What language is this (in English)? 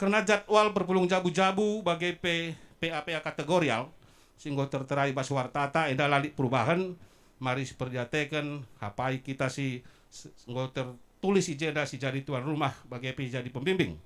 Batak Karo